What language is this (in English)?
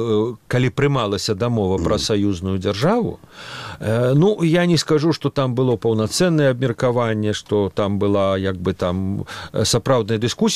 Belarusian